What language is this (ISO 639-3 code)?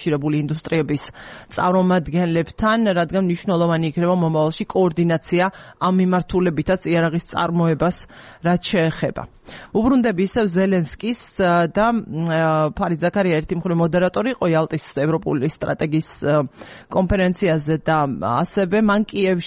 kat